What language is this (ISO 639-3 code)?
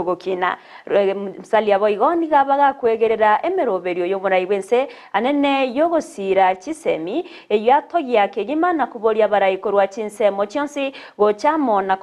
guz